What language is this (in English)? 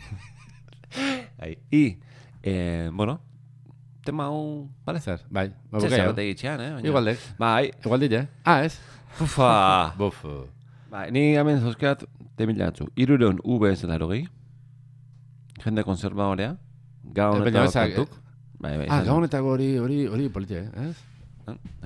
Basque